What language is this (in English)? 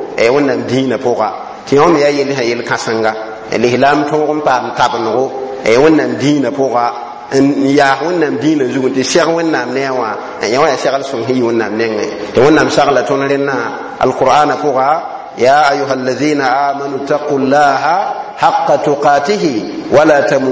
Mossi